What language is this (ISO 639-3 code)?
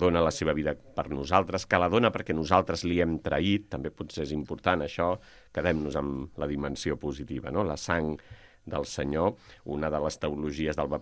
cat